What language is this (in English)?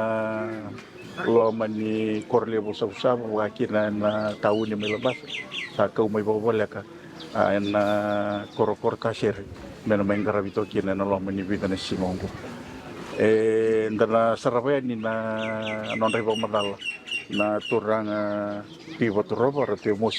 Fijian